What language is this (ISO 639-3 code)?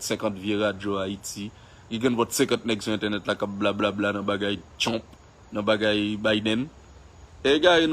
hat